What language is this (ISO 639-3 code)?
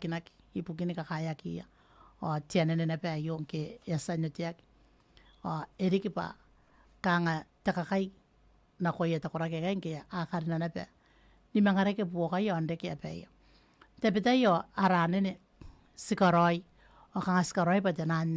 gil